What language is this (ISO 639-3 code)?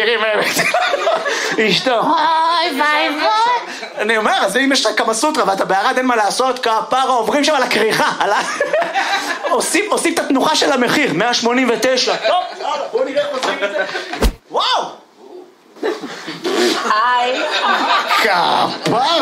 heb